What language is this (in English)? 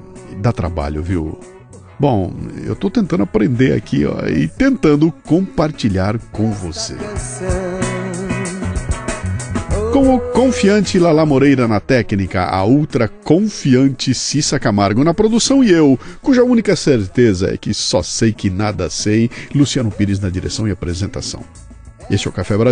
Portuguese